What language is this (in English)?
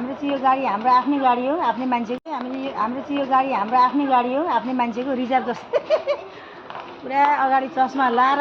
Nepali